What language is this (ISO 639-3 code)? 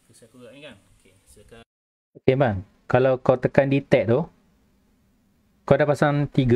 msa